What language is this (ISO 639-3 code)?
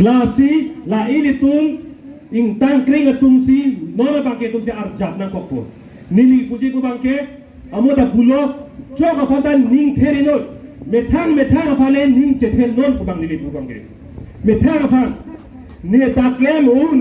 mjw